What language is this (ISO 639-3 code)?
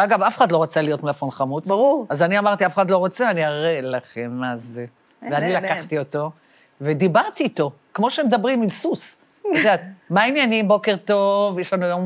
heb